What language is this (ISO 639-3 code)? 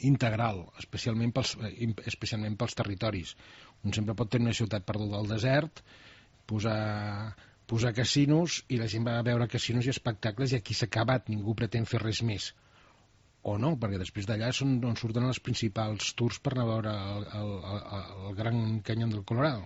cat